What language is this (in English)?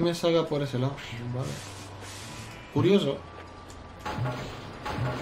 Spanish